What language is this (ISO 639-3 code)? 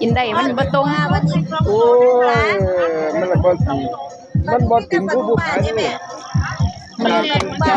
tts